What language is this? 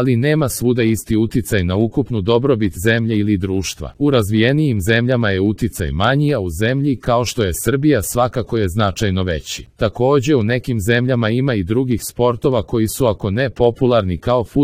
Serbian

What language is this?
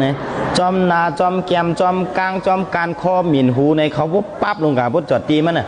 Shan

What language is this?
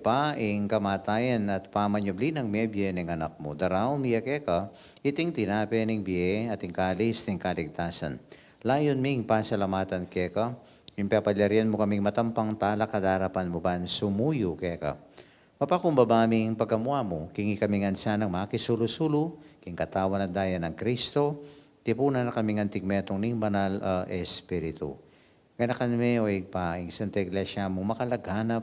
Pampanga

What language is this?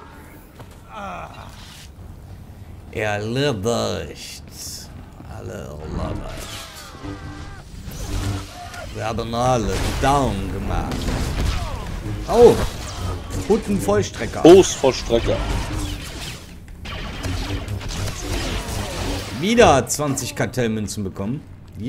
German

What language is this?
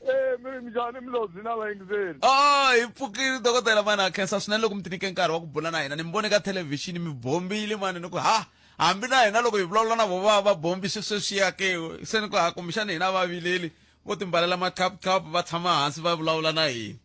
Tsonga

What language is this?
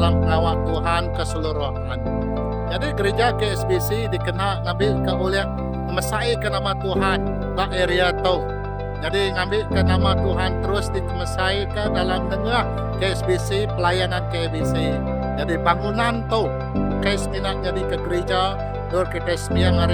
Iban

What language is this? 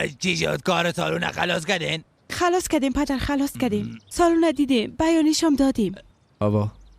Persian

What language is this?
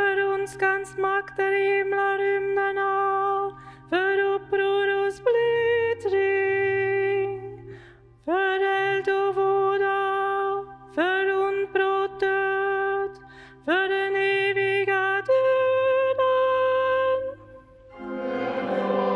Swedish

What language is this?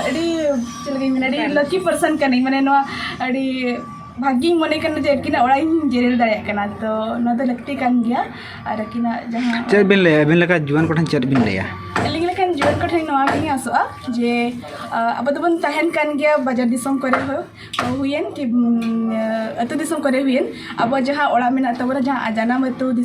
Santali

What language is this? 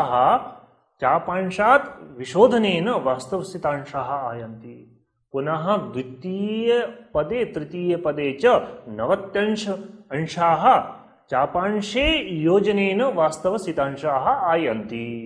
Sanskrit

